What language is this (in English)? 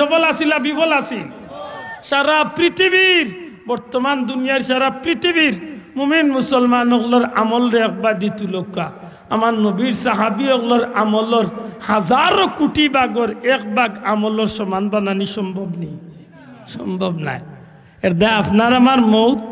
Sylheti